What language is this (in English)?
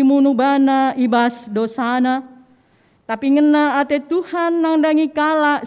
Batak Karo